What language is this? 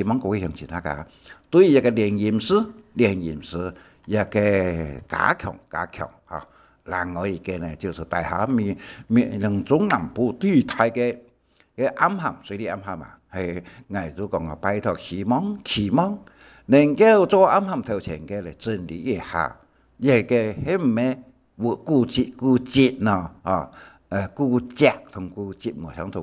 Hakka Chinese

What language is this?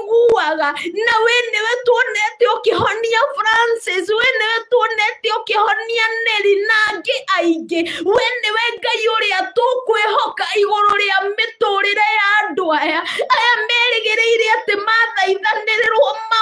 Kikuyu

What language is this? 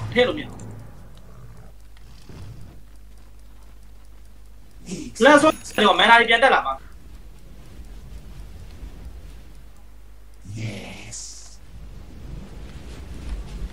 Burmese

